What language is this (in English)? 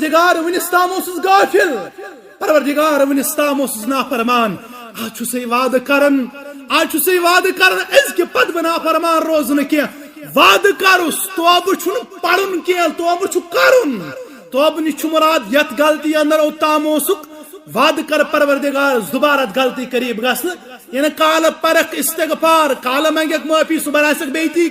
Kashmiri